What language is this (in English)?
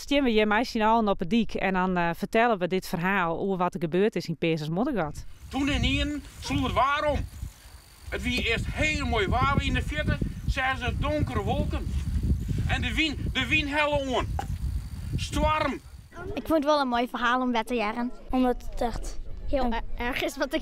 Western Frisian